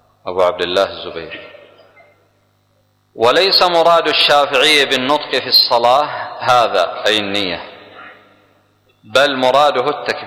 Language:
Arabic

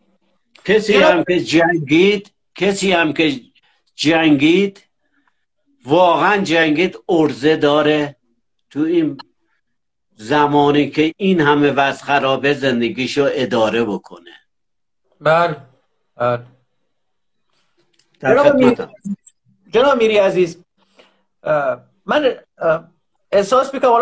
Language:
Persian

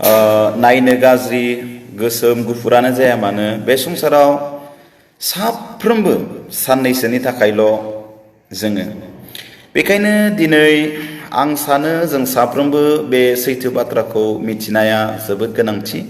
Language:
Bodo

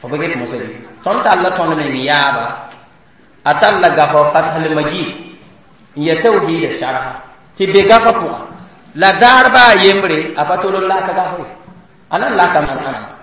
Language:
Mossi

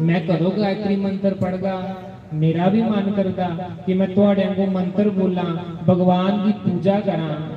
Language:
Dogri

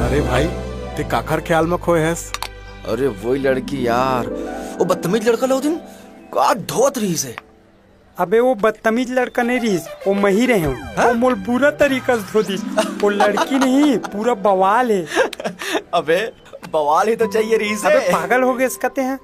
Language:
Chhattisgarhi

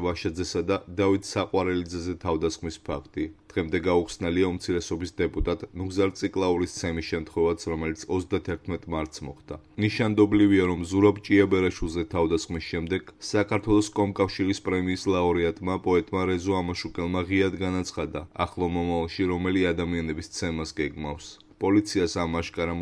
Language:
Georgian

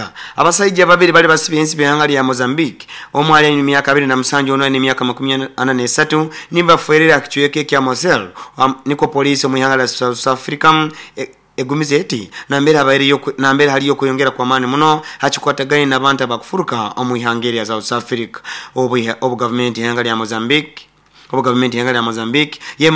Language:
Nyoro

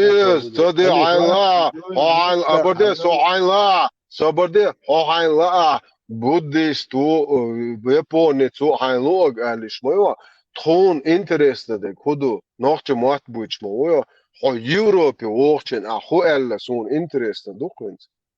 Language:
Chechen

